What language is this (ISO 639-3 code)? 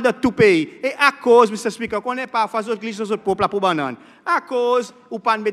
crs